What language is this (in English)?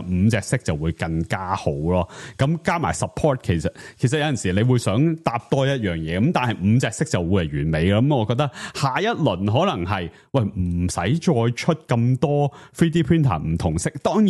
Cantonese